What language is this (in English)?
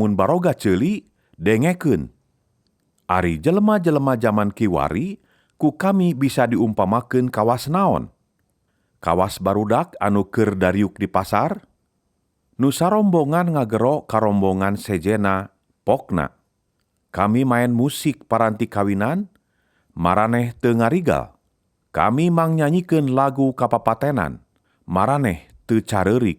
Sundanese